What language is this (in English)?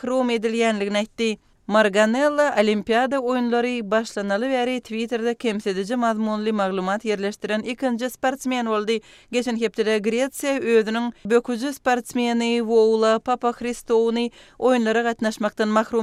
Kyrgyz